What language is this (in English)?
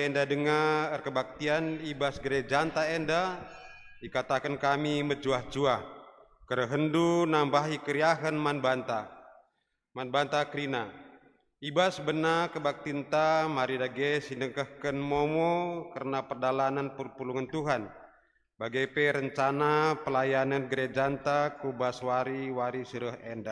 Batak Karo